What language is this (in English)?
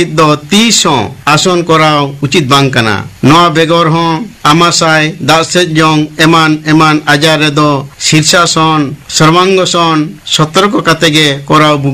Santali